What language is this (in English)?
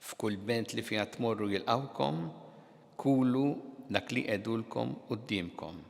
Maltese